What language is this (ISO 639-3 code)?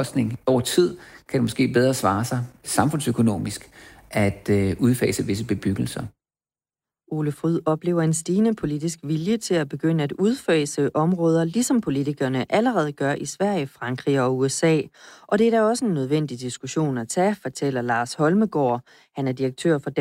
dan